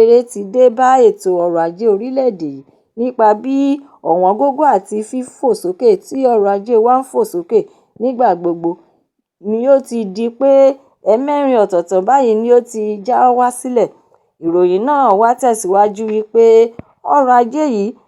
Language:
Yoruba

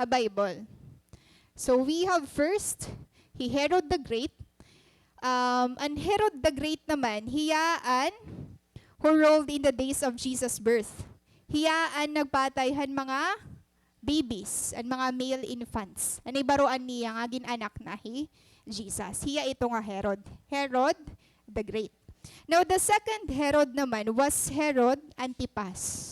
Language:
Waray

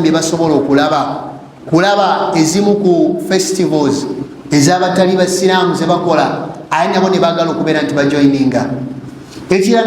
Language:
Ganda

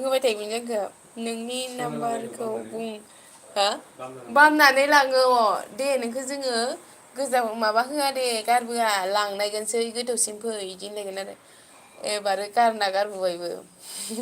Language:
Bodo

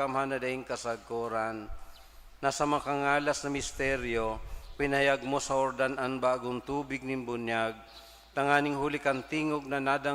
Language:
Bikol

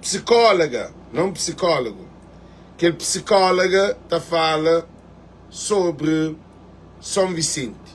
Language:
Kabuverdianu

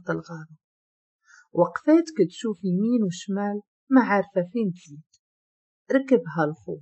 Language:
Moroccan Arabic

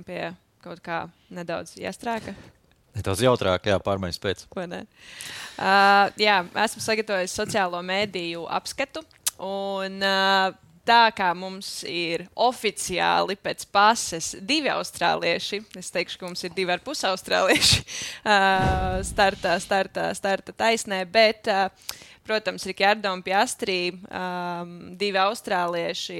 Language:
Latvian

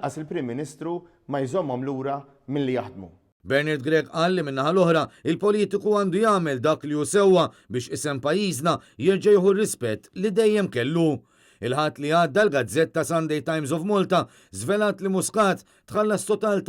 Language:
Maltese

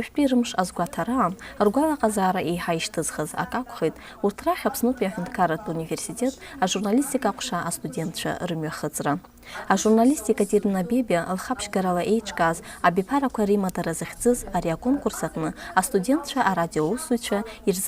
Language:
Abkhazian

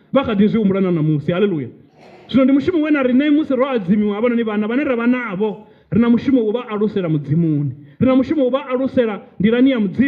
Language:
Venda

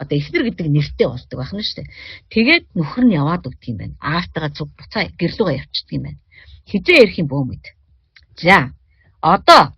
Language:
Mongolian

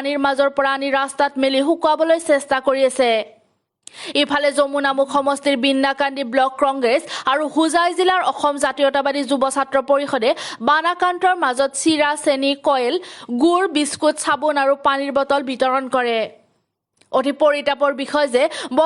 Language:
Assamese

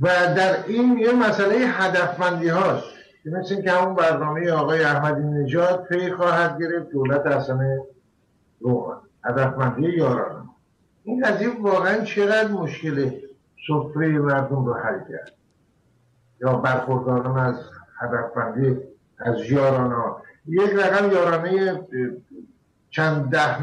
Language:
Persian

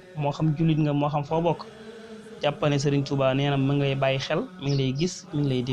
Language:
Wolof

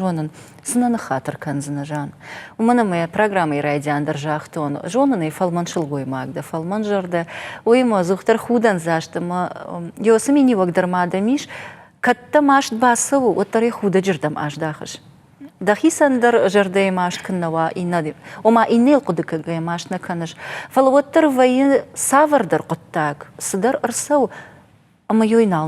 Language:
Ossetic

